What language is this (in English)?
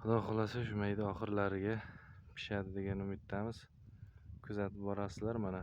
Uzbek